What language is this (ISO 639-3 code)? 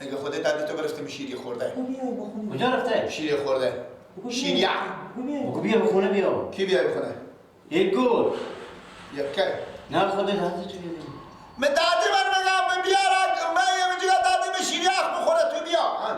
fas